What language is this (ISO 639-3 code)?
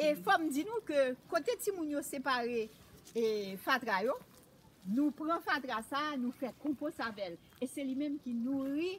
hat